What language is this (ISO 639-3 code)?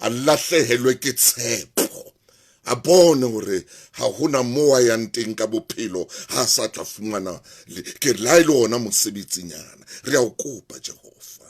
sot